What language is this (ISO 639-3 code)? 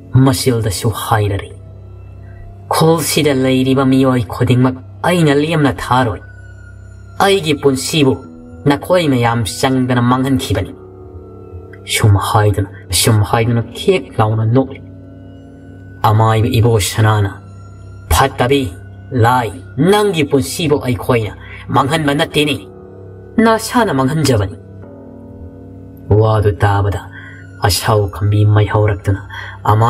mni